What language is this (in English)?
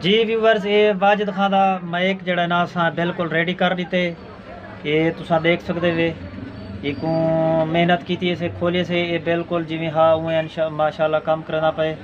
Saraiki